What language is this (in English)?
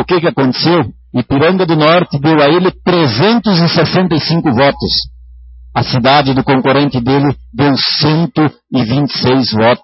Portuguese